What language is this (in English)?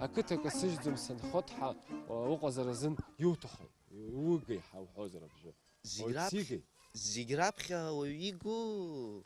Abkhazian